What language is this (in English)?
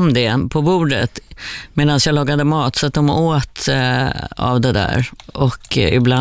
Swedish